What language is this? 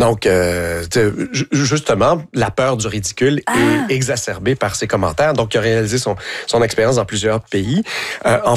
French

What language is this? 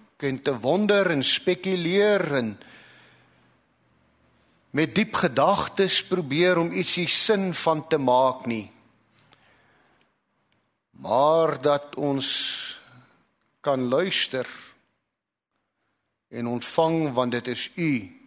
Afrikaans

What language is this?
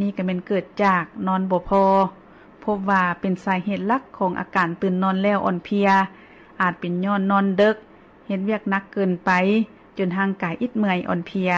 Lao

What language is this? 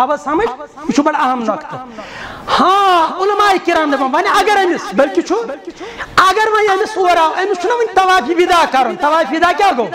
Kashmiri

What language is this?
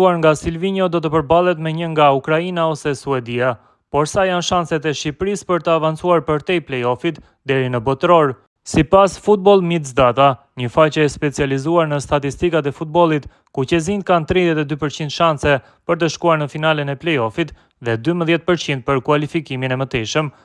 Albanian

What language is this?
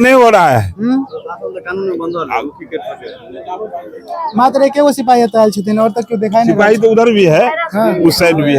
Maithili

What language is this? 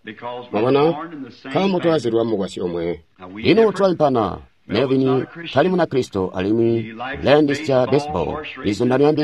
Tonga (Zambia)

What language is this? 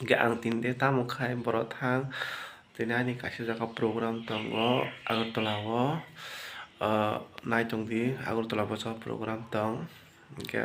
Kok Borok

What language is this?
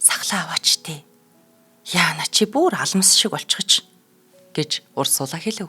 Mongolian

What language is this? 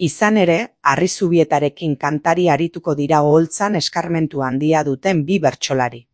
Basque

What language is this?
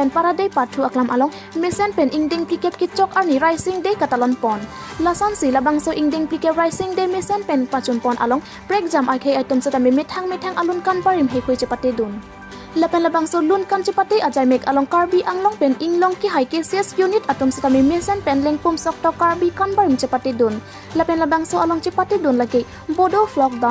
Karbi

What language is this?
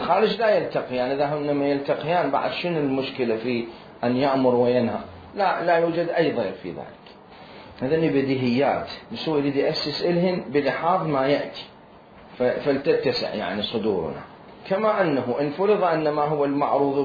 Mesopotamian Arabic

